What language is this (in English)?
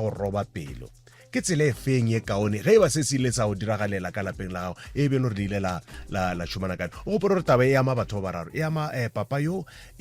Northern Sotho